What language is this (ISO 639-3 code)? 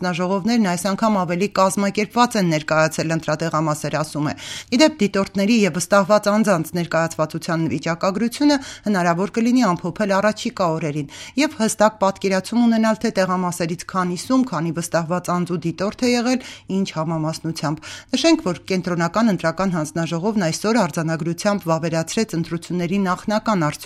hye